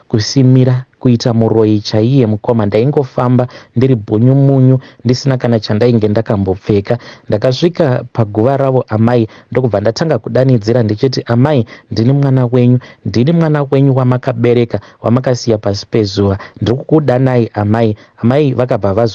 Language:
Shona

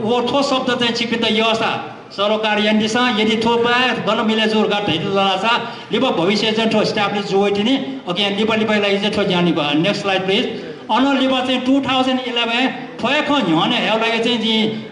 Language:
Newari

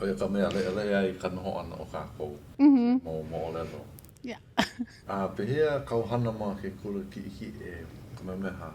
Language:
Hawaiian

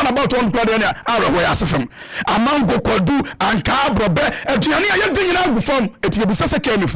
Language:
Akan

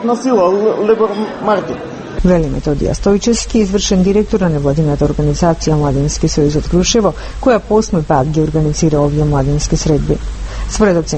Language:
Macedonian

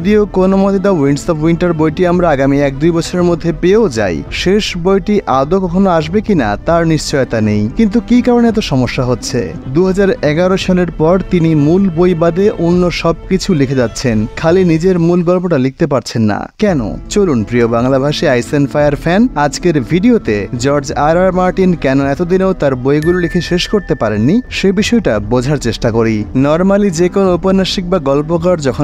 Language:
Bangla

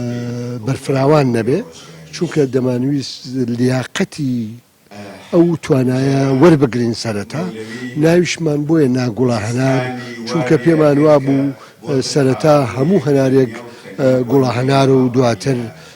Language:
Central Kurdish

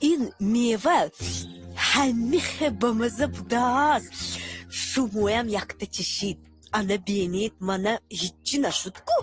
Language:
Tajik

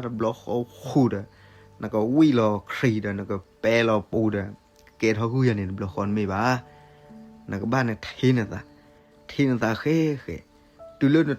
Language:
S'gaw Karen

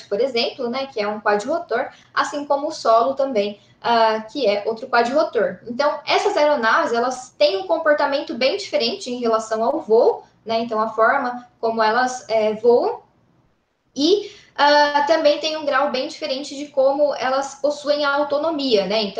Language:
Portuguese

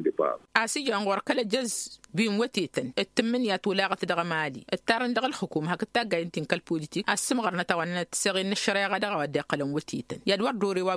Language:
Tamasheq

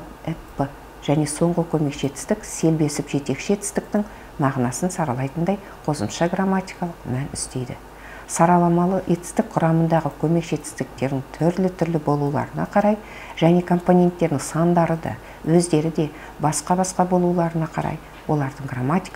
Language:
Kazakh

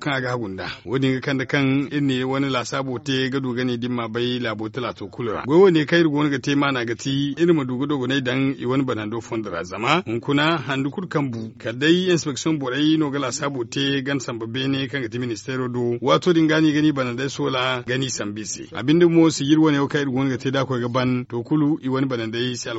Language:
Zarma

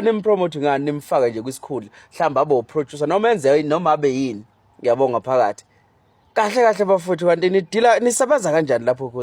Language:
Zulu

